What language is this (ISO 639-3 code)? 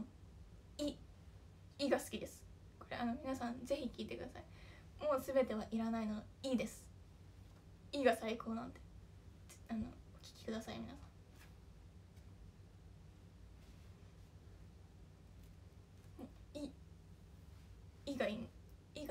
jpn